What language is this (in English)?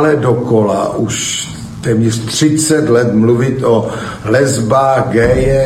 Czech